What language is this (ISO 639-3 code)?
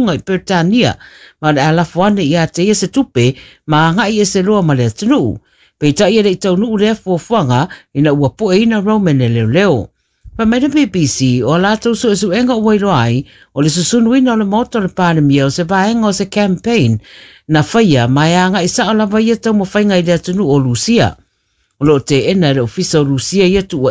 smo